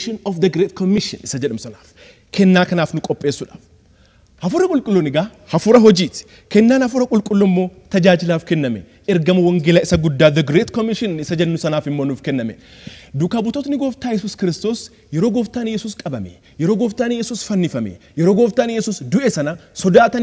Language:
Oromo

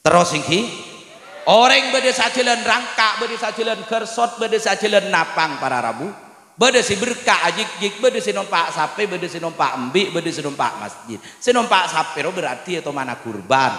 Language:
Madurese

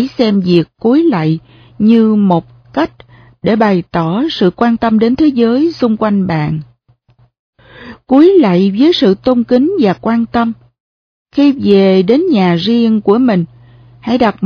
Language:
Vietnamese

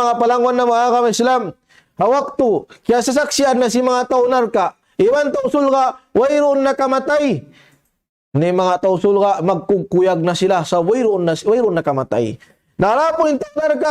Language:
Tausug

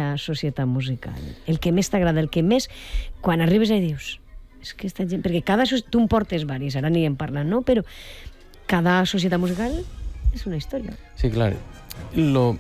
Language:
Catalan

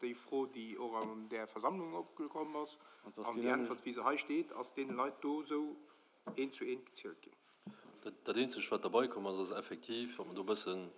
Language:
Luxembourgish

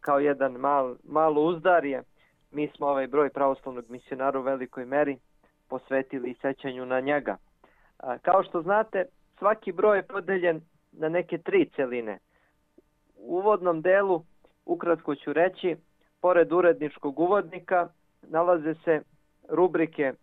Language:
Serbian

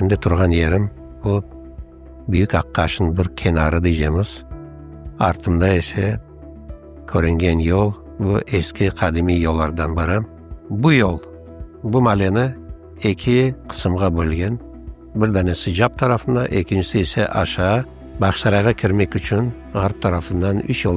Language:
Crimean Tatar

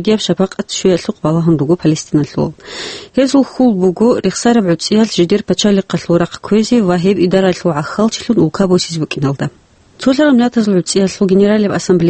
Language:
Avaric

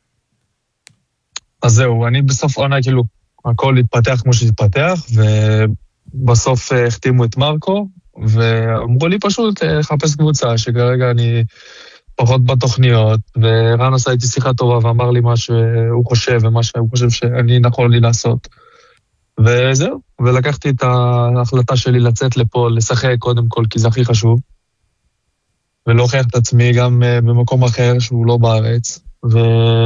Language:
Hebrew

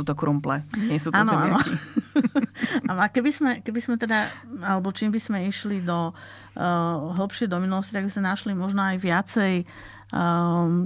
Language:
Slovak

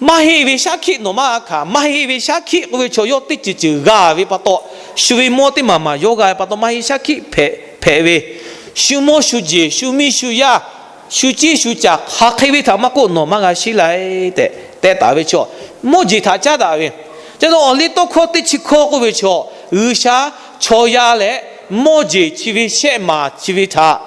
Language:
Lahu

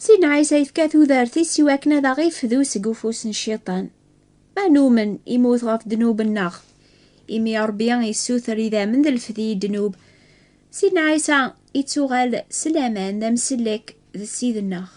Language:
Kabyle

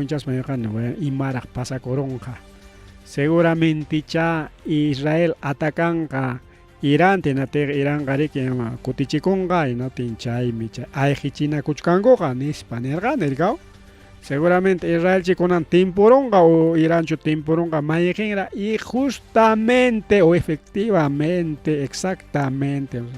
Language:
Ayacucho Quechua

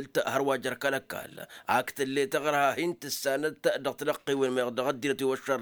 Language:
Tamasheq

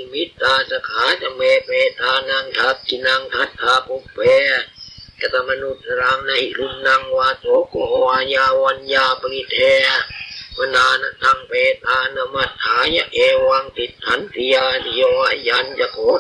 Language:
Pali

